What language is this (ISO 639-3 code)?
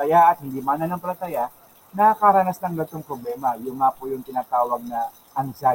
fil